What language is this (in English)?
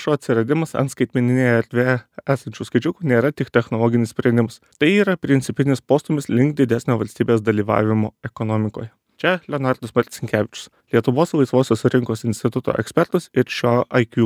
Lithuanian